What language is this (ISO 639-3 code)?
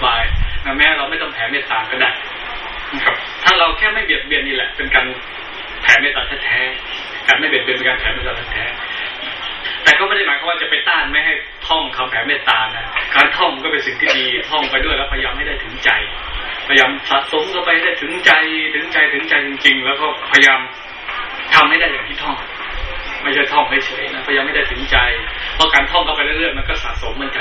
tha